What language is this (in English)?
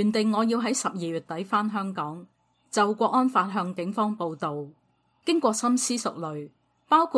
Cantonese